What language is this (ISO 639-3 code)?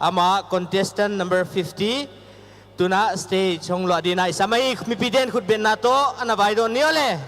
pck